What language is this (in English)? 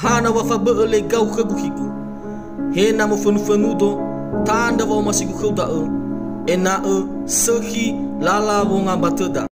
Nias